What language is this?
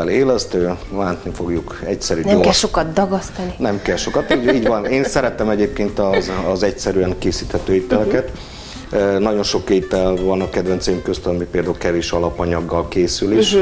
Hungarian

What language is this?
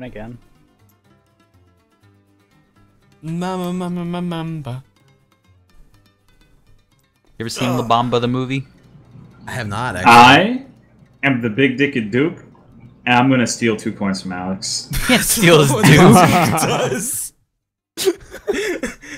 English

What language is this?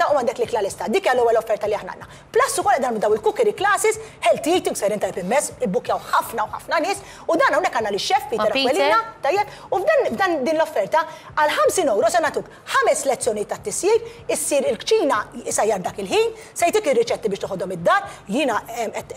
Maltese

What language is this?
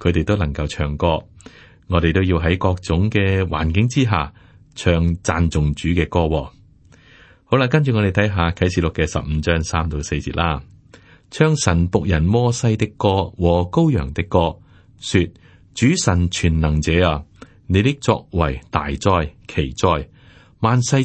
Cantonese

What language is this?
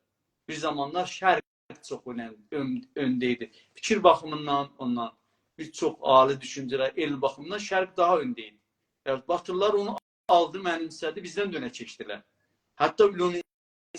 South Azerbaijani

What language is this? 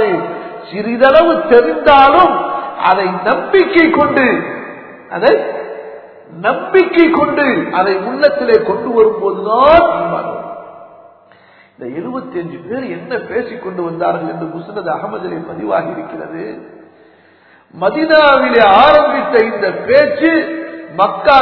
Tamil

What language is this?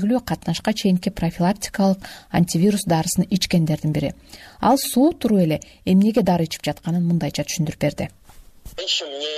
Kyrgyz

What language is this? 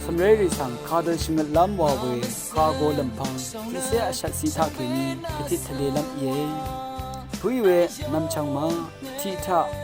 Rawang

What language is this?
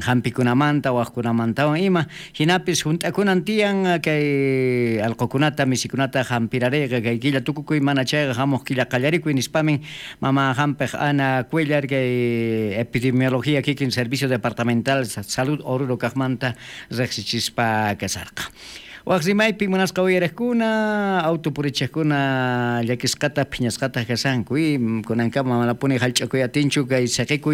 South Bolivian Quechua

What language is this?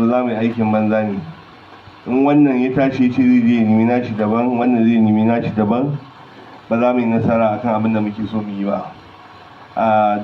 Hausa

